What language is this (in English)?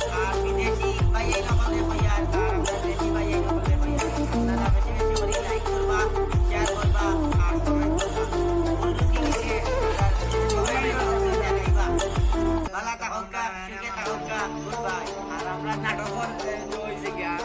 Sylheti